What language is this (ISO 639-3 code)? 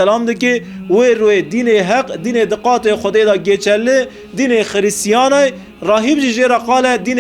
kur